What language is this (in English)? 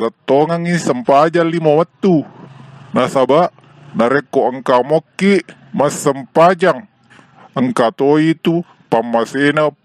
Buginese